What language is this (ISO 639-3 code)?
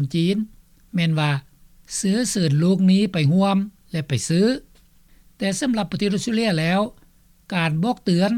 lao